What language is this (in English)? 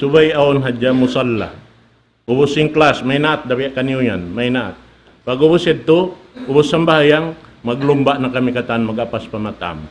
Tausug